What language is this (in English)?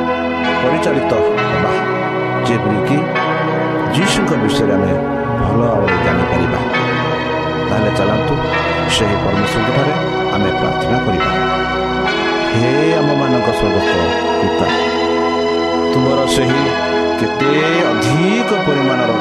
Odia